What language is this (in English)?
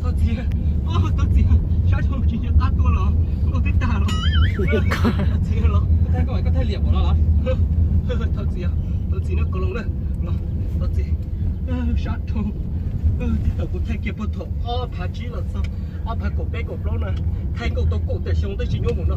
Hmong